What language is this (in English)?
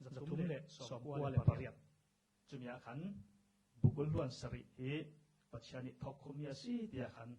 Falam Chin